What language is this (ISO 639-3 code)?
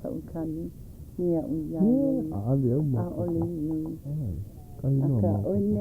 haw